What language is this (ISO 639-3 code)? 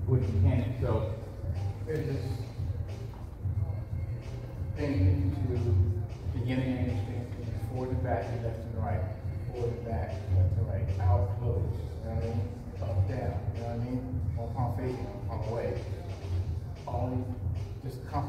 eng